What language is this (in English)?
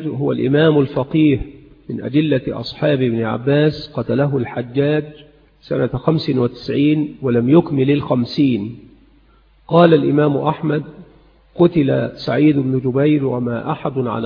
Arabic